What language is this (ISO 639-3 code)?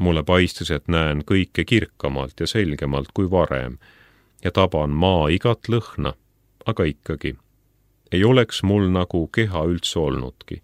est